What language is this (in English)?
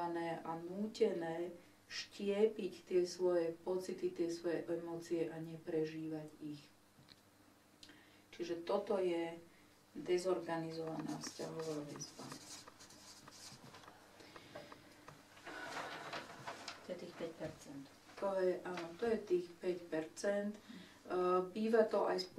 Slovak